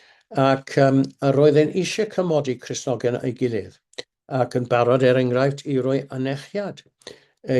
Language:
Welsh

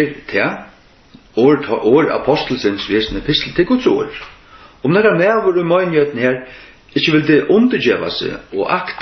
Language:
Faroese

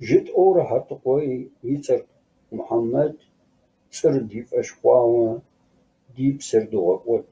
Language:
Kabardian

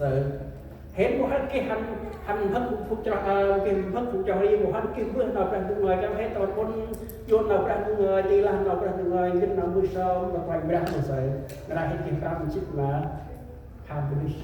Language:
Central Mnong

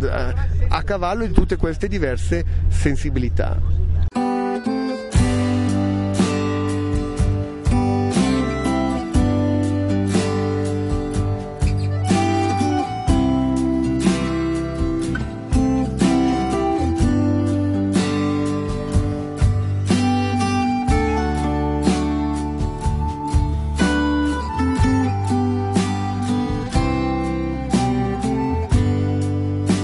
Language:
Italian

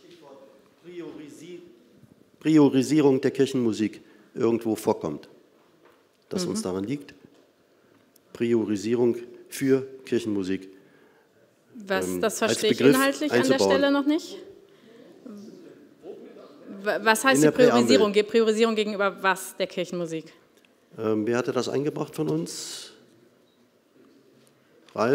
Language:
German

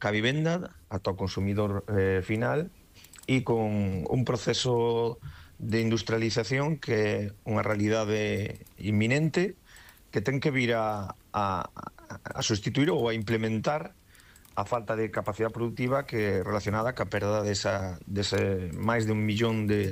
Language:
Galician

